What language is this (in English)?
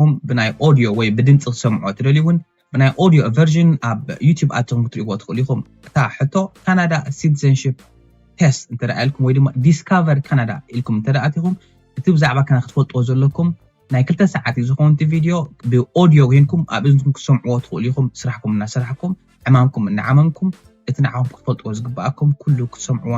Tigrinya